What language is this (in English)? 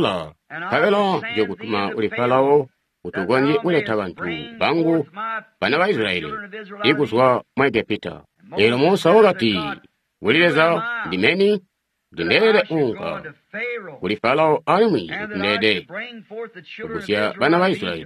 Tonga (Zambia)